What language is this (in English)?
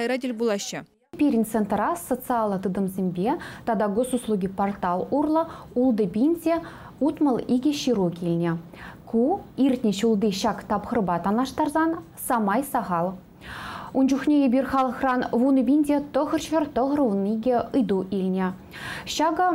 Chuvash